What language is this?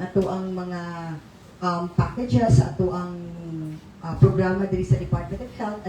Cebuano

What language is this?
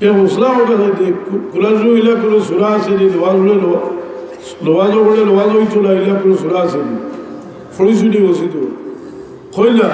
Sylheti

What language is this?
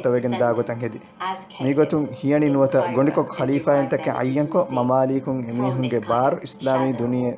Divehi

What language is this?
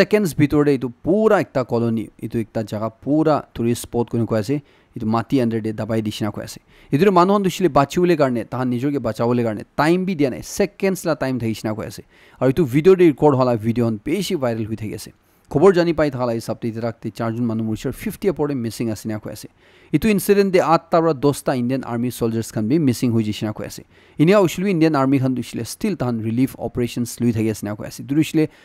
Naga Pidgin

